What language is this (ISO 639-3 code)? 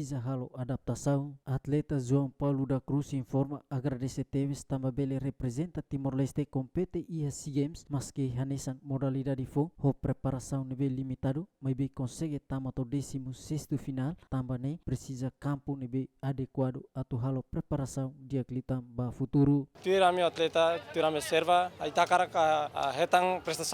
tet